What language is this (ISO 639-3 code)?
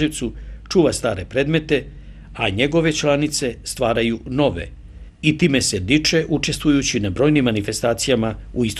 srp